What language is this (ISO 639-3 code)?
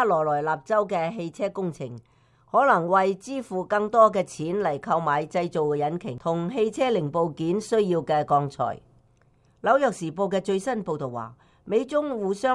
yue